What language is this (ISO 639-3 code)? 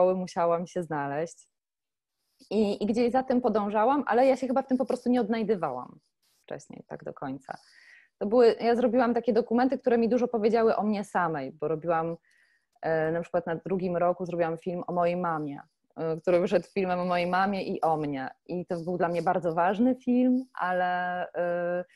pol